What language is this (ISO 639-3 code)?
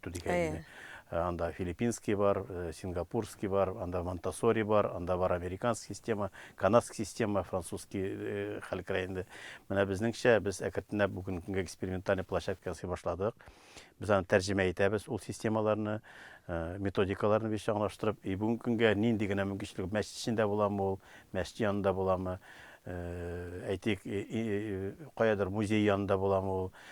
tat